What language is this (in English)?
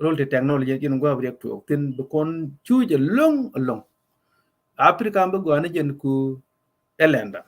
Nuer